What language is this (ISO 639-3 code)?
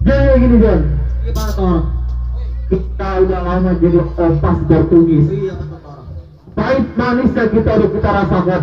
bew